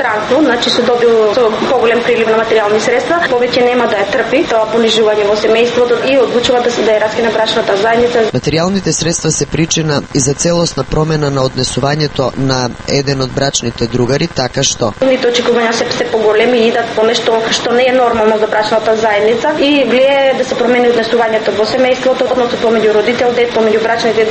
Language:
Macedonian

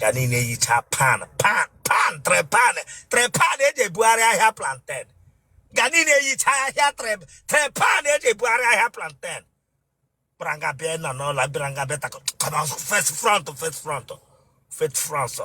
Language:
Igbo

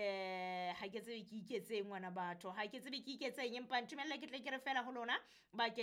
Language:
Southern Sotho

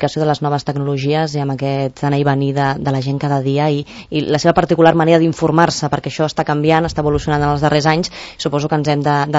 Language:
Catalan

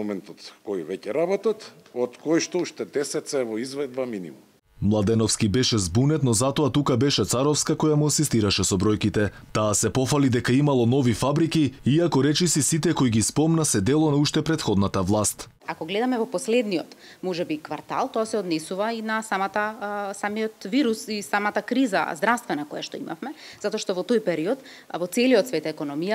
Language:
Macedonian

